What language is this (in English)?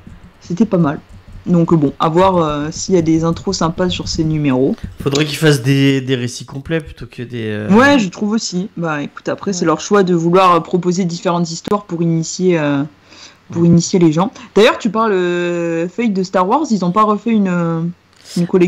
French